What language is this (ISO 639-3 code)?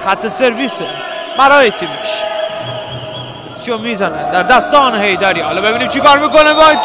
fas